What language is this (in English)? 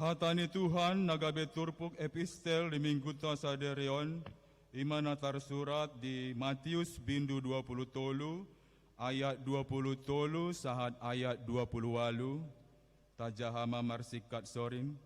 Batak Toba